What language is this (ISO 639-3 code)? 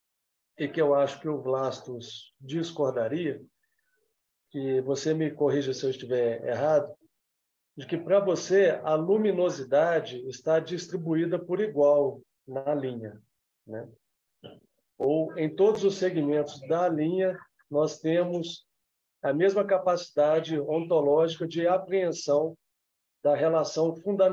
por